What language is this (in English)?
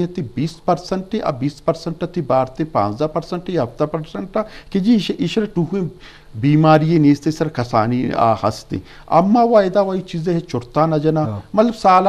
Eastern Balochi